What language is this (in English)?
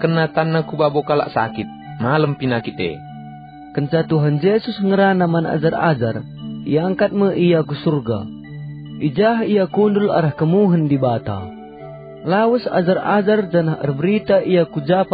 Batak Karo